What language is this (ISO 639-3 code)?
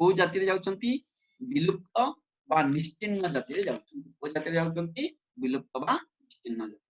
ori